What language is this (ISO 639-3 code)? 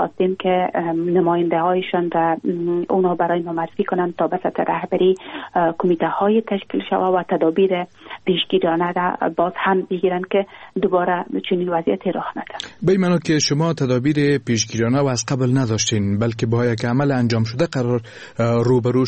fas